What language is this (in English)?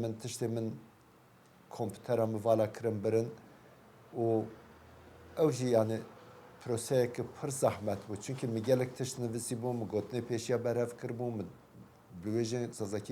Kurdish